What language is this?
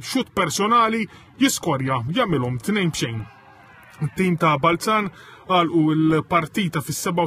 Maltese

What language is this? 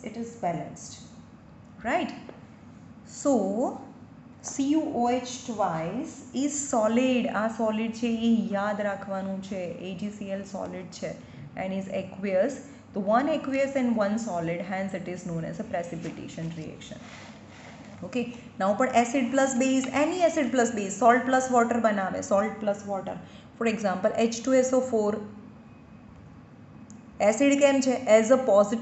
Gujarati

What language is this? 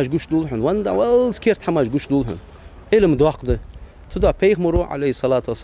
Ingush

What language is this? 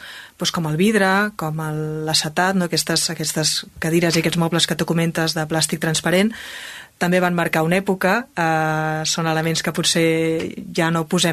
Catalan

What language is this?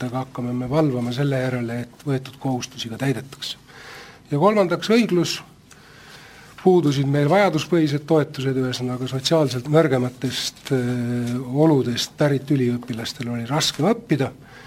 Estonian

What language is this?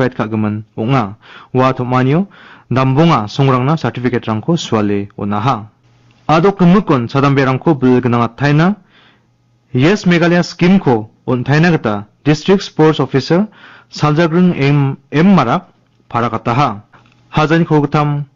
Garo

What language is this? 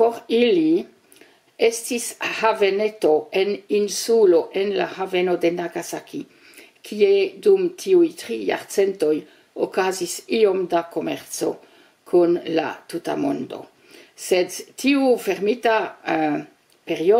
Esperanto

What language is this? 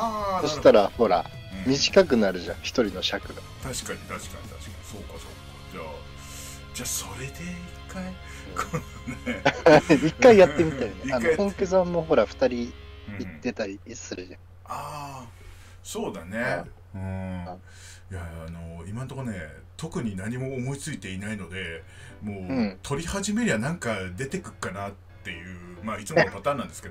Japanese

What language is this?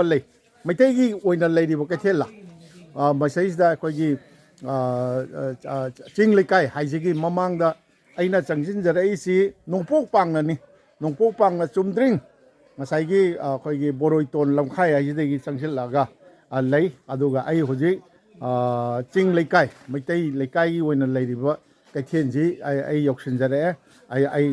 Manipuri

